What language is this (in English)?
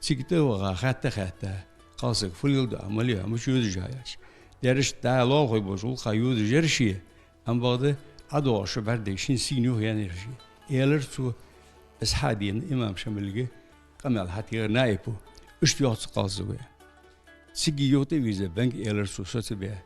Ingush